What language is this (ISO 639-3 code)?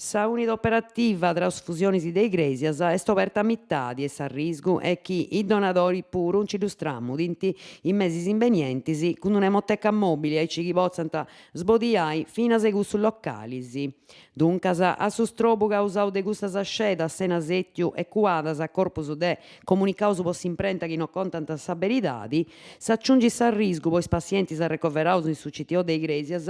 srd